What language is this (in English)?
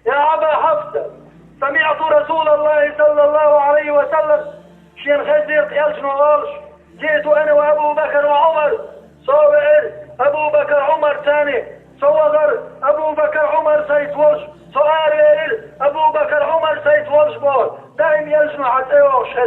Chechen